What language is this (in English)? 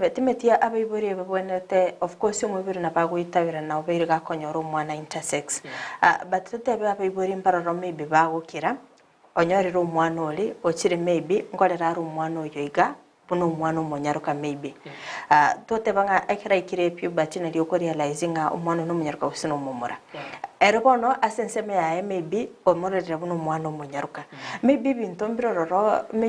Gusii